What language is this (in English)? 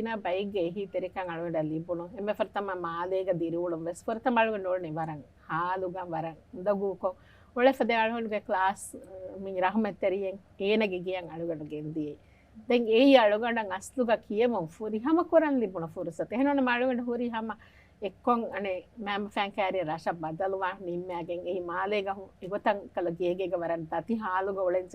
Divehi